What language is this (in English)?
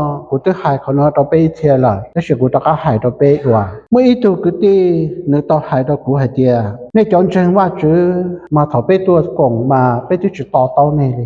Hmong